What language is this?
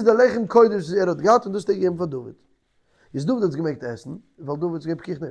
Yiddish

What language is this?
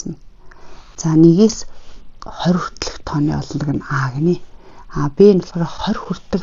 Mongolian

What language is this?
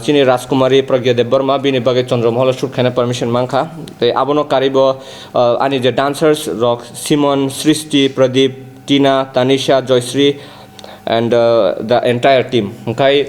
Kok Borok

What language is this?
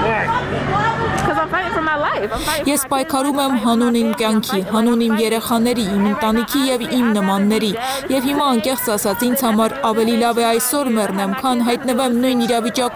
Armenian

